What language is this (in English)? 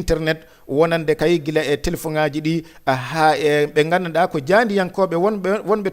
Fula